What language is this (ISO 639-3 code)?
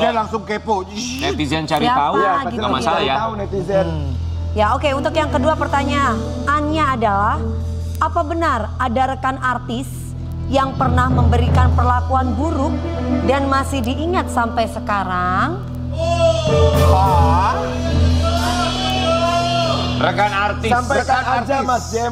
ind